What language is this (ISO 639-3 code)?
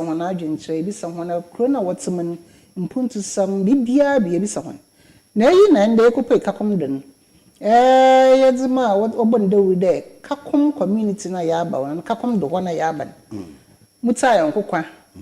aka